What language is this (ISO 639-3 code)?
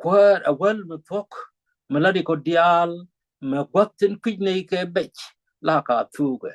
nus